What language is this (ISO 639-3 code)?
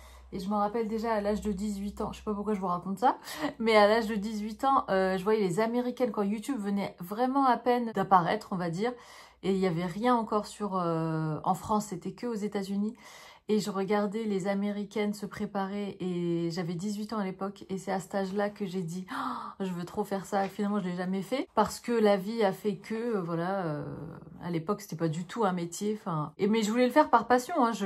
fra